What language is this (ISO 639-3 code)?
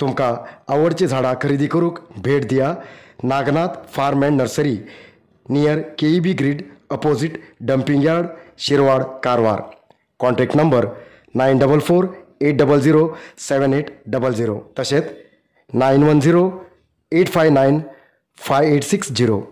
kok